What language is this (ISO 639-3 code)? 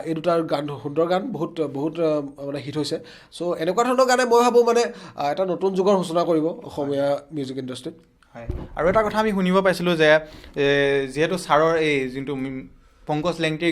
asm